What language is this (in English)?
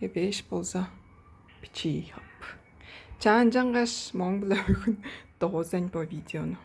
Tuvinian